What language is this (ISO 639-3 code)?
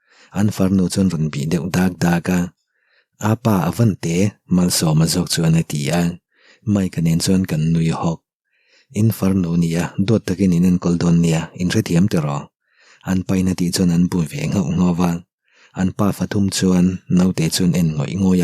lus